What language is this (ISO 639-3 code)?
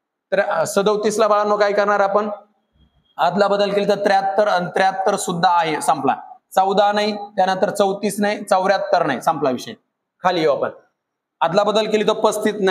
mar